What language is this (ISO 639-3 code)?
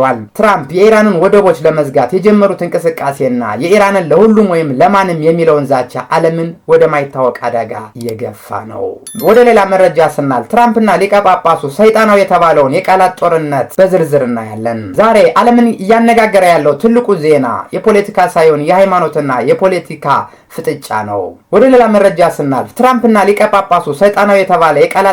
amh